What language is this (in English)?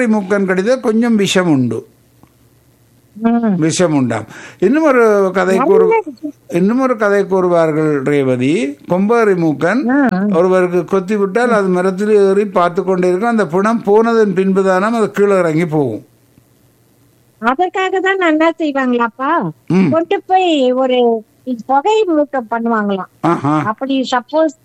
Tamil